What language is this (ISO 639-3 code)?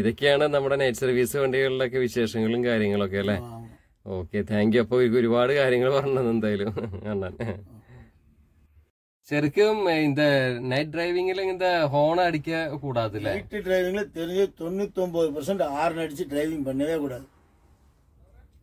tam